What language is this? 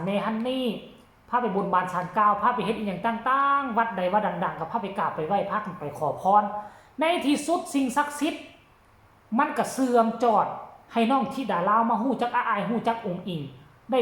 Northeastern Thai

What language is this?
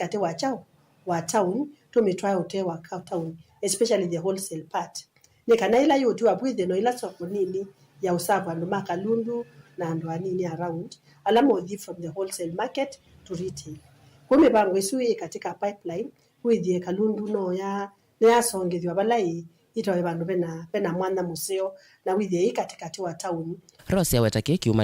Kamba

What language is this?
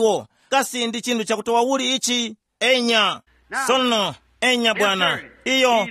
Tumbuka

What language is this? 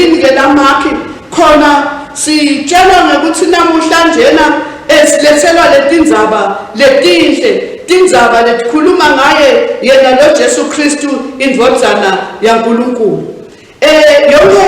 Swati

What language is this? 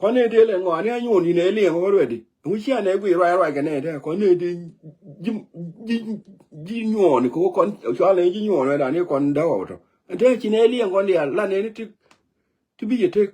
Nuer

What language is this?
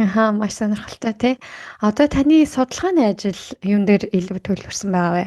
Mongolian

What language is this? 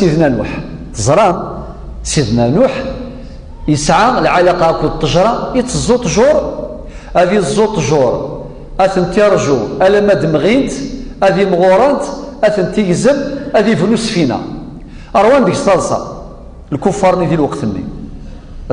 Kabyle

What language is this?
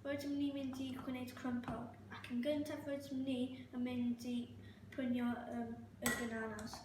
Welsh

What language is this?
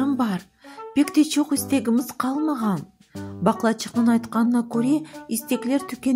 Crimean Tatar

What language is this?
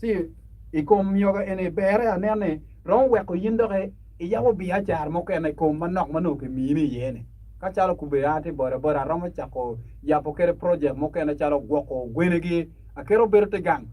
Acoli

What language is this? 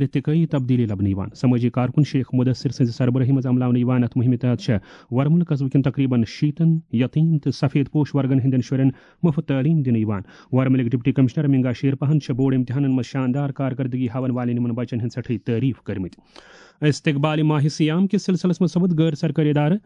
Kashmiri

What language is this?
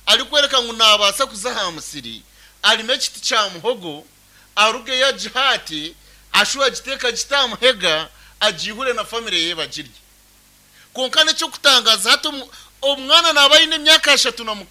Nyankole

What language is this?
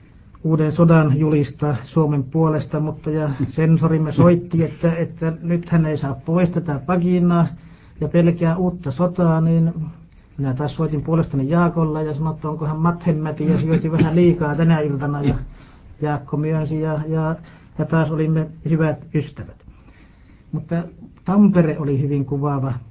Finnish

